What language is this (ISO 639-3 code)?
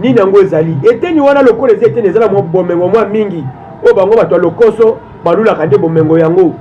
lin